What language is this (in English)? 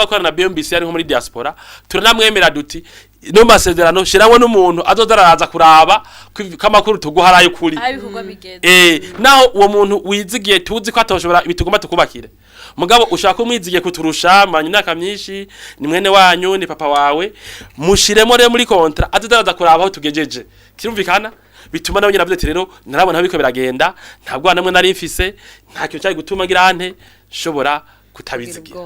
Rundi